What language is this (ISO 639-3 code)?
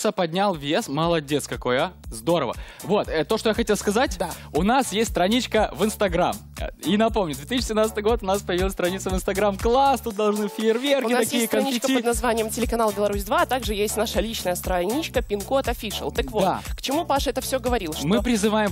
rus